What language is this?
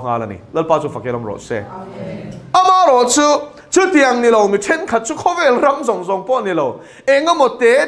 Mizo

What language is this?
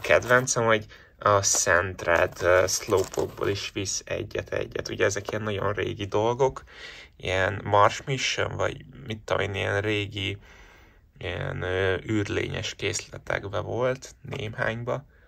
Hungarian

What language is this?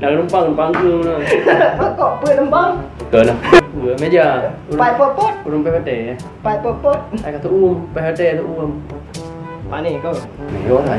Achinese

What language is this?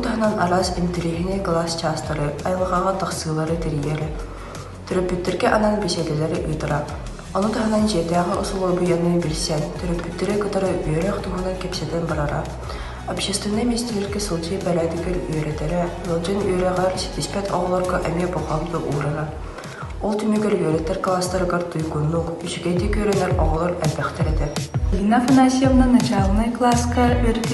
Yakut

